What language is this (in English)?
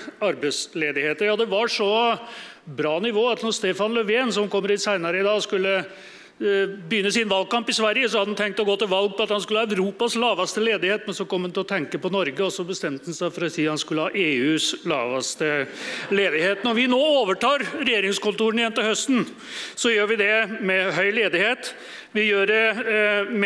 Norwegian